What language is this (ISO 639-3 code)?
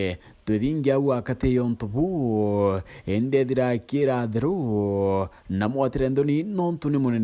mer